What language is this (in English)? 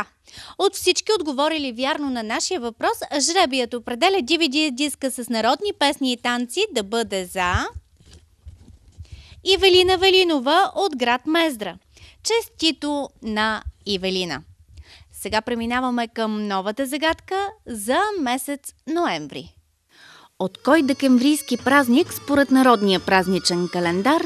Bulgarian